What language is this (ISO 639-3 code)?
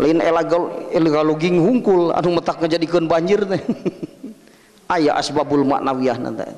sun